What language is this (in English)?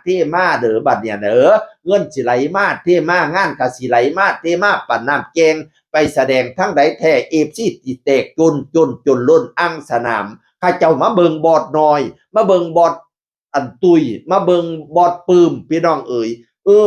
Northeastern Thai